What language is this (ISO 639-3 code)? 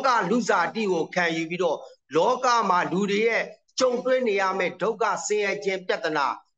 mya